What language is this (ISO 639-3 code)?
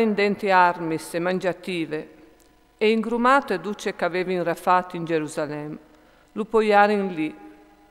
fur